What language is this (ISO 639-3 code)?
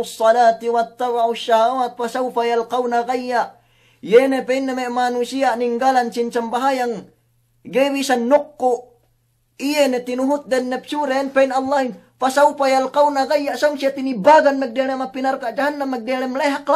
yka